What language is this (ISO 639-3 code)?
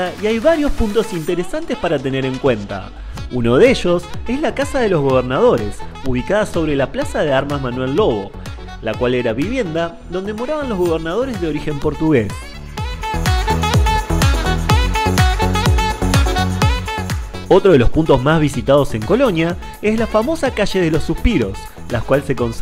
spa